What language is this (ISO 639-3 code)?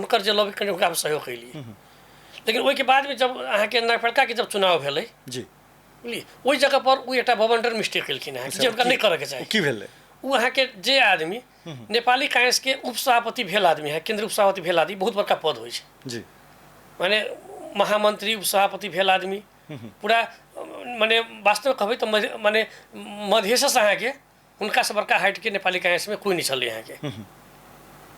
mai